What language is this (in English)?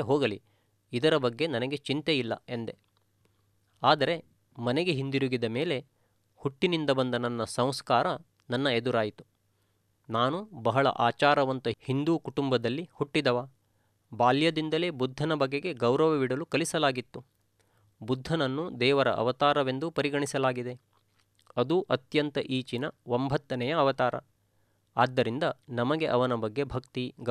Kannada